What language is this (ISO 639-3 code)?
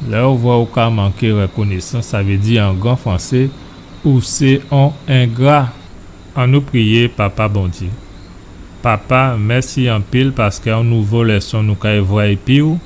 gcf